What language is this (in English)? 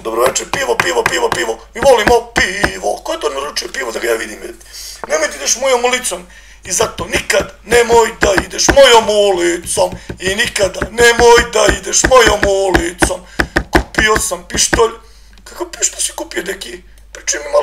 Serbian